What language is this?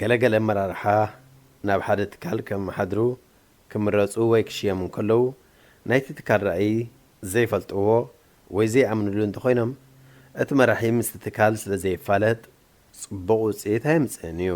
Tigrinya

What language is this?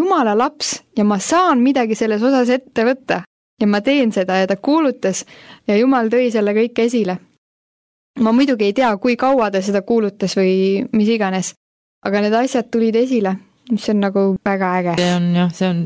Estonian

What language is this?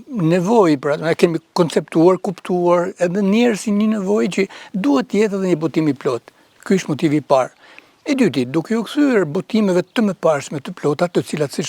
Albanian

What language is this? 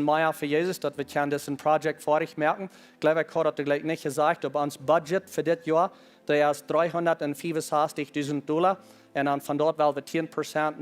Plautdietsch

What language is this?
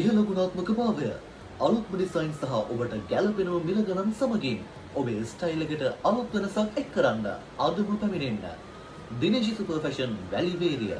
Sinhala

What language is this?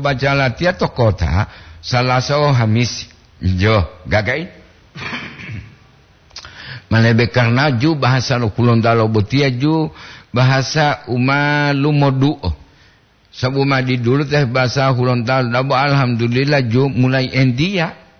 Gorontalo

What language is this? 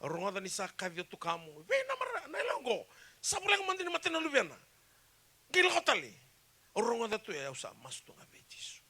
Fijian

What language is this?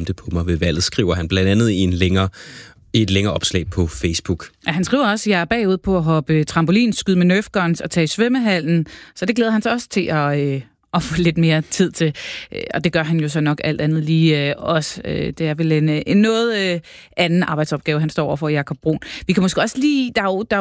Danish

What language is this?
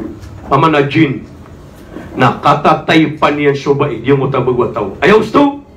Maranao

